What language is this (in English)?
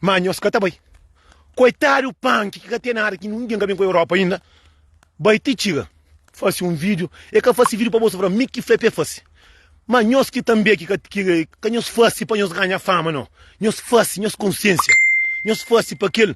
Kabuverdianu